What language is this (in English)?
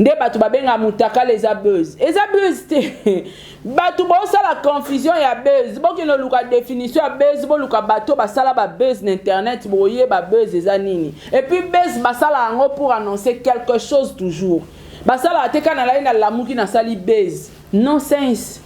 Lingala